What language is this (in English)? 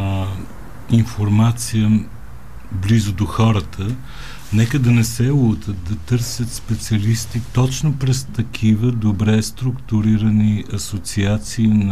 Bulgarian